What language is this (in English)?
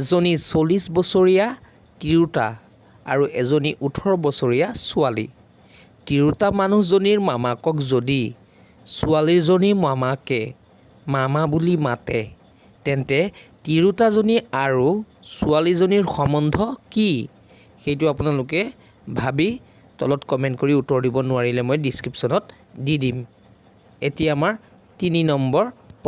Assamese